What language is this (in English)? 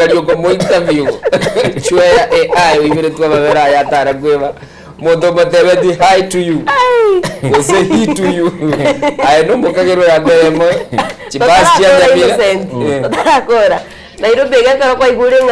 Gusii